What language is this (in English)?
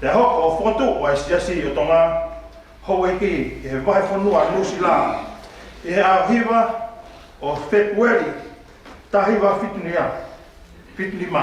Tongan